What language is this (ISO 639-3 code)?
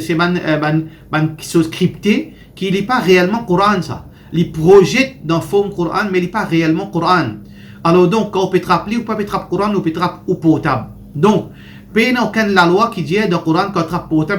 mfe